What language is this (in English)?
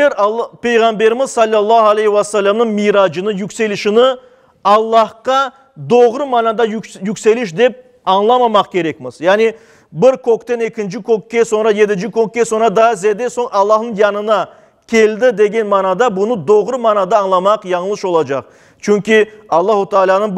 Crimean Tatar